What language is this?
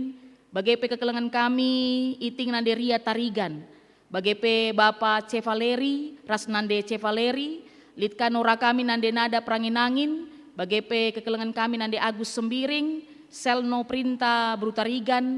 Batak Karo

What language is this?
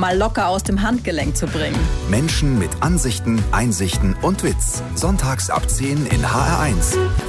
German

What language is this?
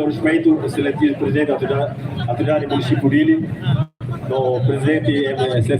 Tetum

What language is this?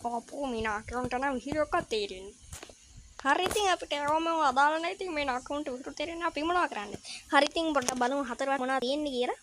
Sinhala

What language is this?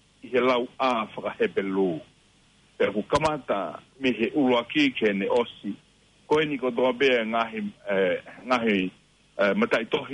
Tongan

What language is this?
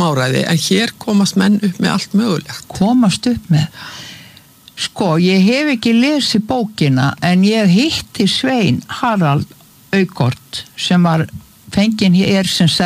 Icelandic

